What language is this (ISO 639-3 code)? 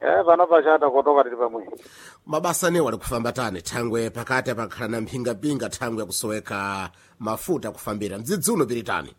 seh